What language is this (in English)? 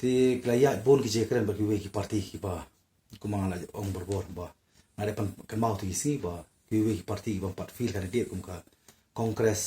Khasi